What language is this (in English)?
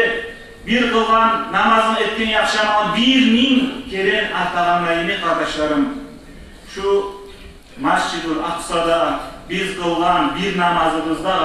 Kumyk